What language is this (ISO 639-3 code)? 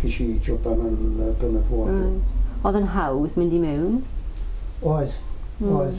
cym